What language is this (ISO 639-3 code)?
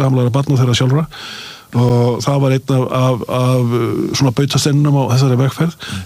isl